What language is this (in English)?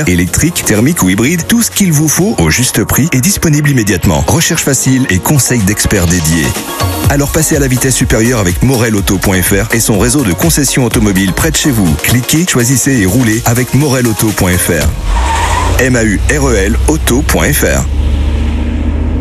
French